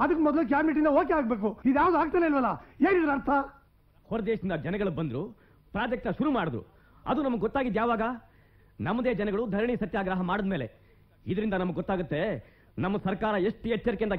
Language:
Kannada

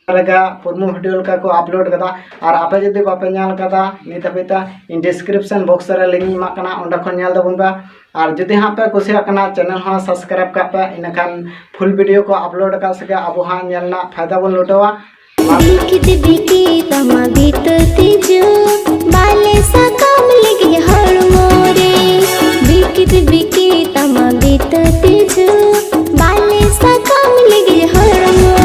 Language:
Santali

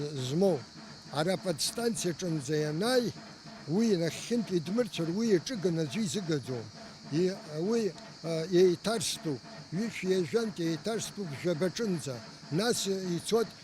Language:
Abkhazian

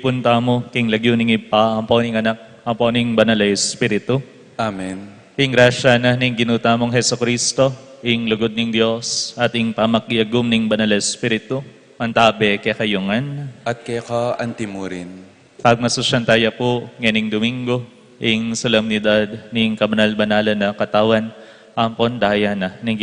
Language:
Pampanga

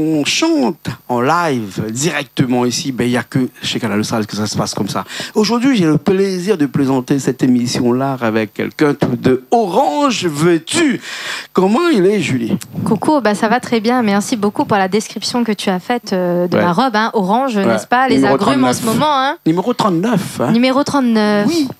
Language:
Réunion Creole French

